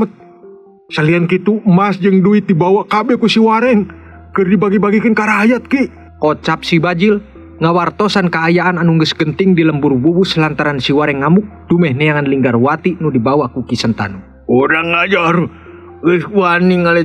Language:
Sundanese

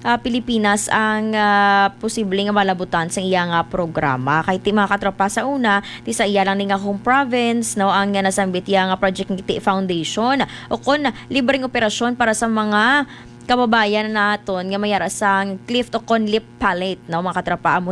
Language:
Hiligaynon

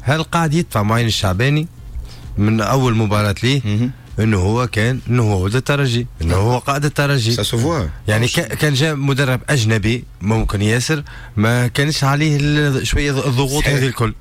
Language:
Tunisian Arabic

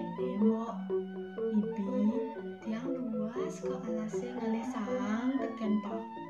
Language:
Balinese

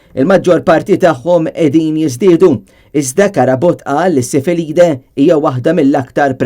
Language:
Maltese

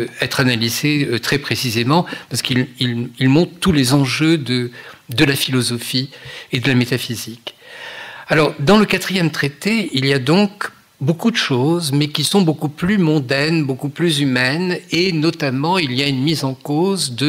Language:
French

